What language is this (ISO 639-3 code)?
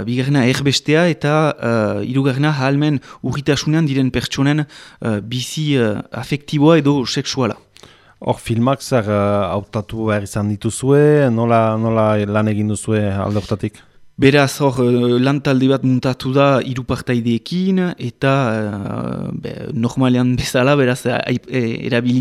eus